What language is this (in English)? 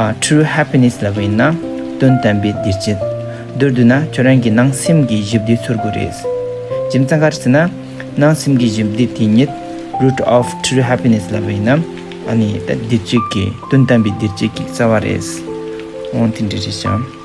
Tibetan